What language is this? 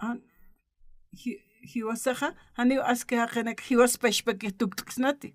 Aymara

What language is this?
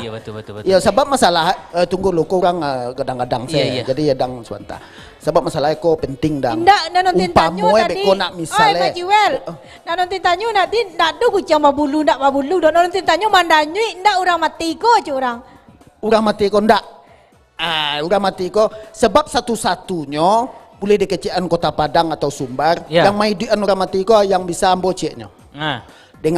Minangkabau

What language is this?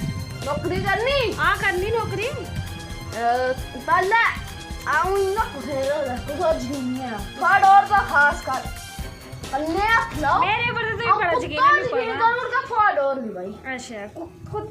Dogri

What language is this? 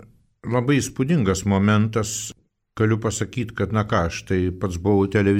Lithuanian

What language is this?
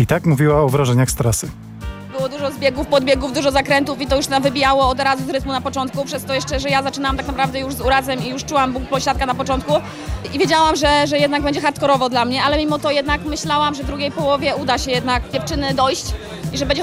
Polish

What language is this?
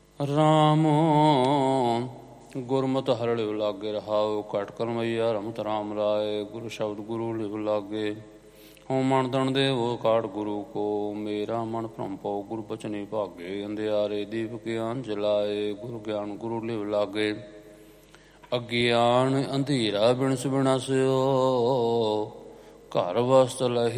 Punjabi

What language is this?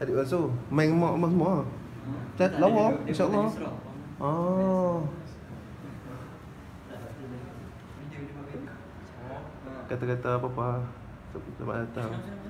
Malay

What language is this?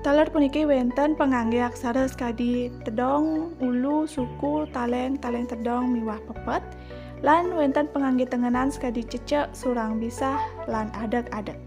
Balinese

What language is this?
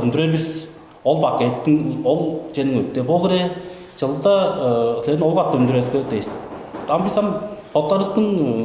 Tuvinian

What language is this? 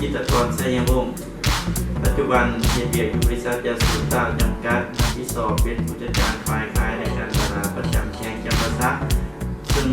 Lao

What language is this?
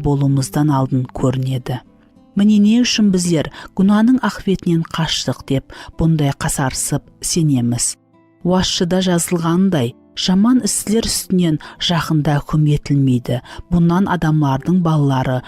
Kara-Kalpak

